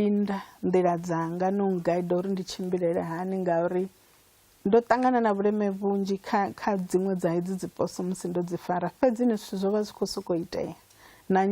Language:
Venda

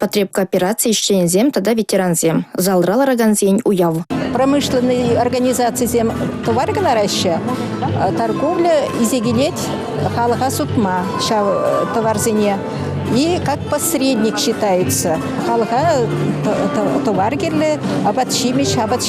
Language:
Chuvash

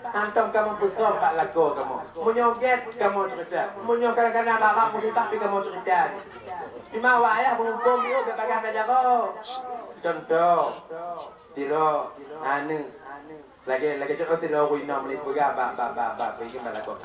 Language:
Achinese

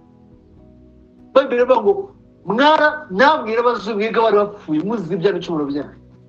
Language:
Kinyarwanda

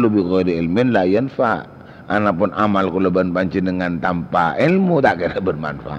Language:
Madurese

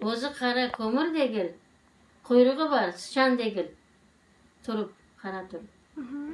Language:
Crimean Tatar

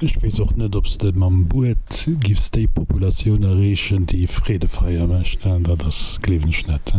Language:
Luxembourgish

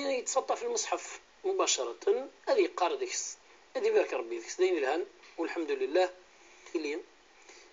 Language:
Kabyle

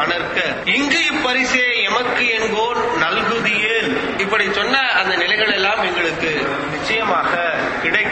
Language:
Tamil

